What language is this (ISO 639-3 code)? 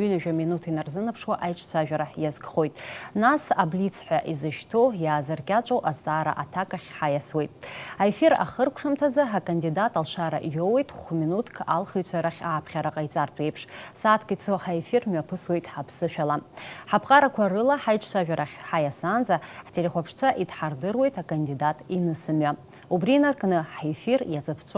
abk